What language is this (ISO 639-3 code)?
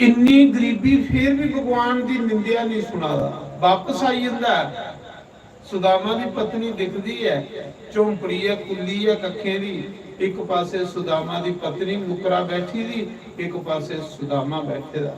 doi